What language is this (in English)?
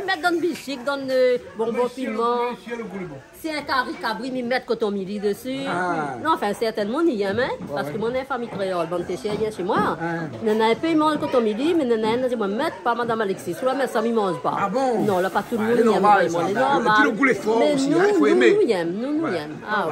Réunion Creole French